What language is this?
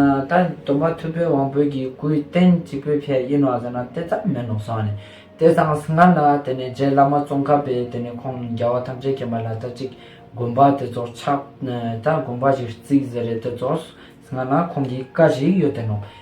Ladakhi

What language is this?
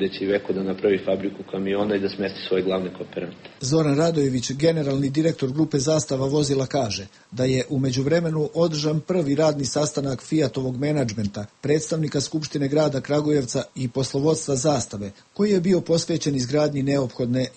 Serbian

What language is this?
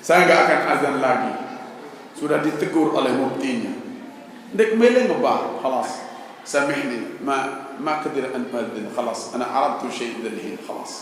Sasak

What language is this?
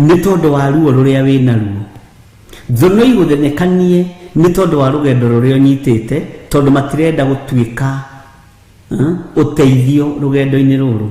Kikuyu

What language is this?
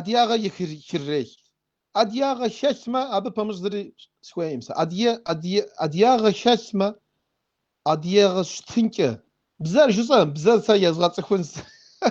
Kabardian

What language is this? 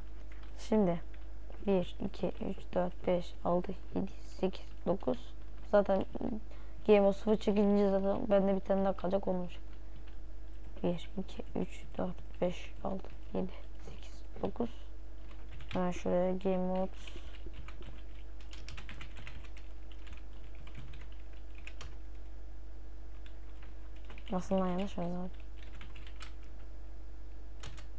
Turkish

